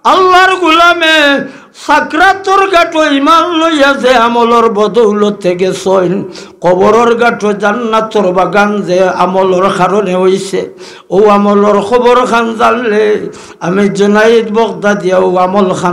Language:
Sylheti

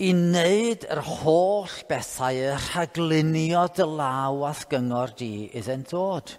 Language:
Welsh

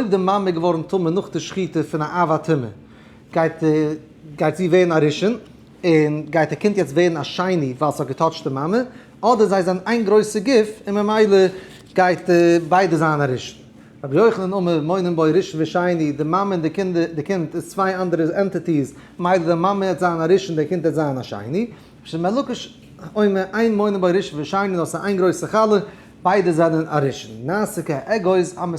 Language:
Yiddish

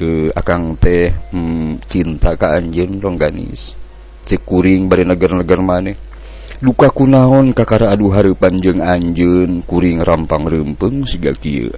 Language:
Sundanese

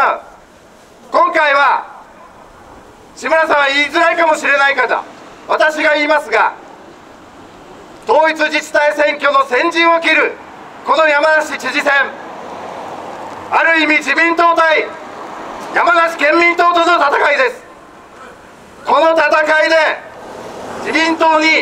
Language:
Japanese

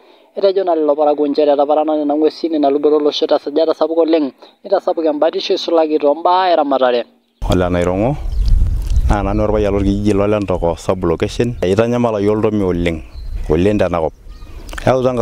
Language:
Masai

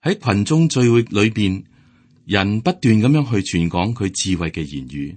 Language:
Cantonese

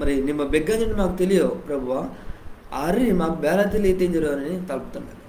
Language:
Koya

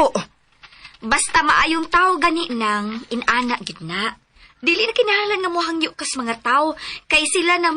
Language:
Cebuano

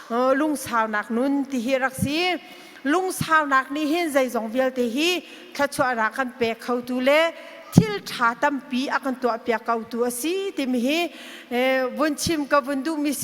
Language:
Hakha Chin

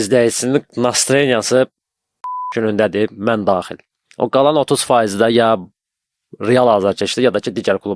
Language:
Azerbaijani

